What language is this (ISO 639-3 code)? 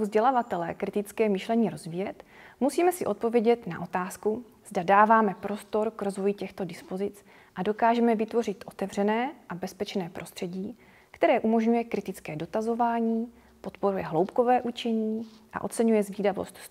ces